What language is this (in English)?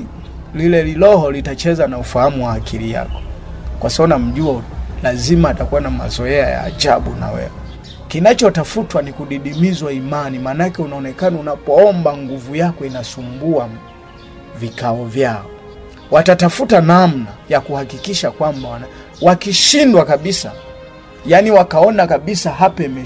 Swahili